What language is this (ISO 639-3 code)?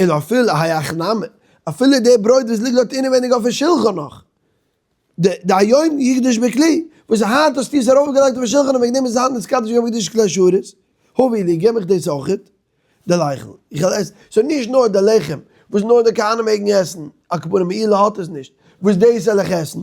yid